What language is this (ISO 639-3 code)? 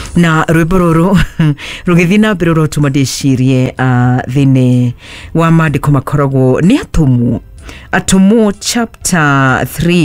kik